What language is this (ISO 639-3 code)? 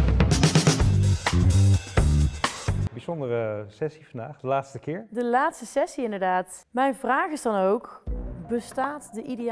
nld